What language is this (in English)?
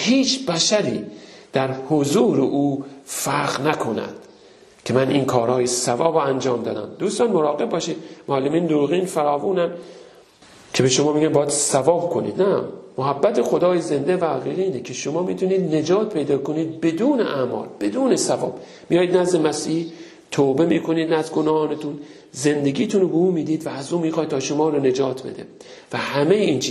Persian